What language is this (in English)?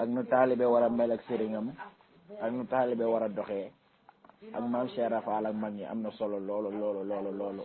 Wolof